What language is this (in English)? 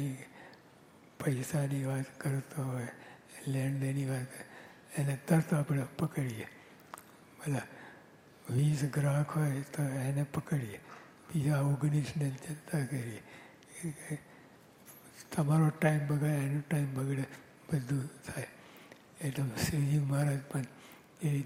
Gujarati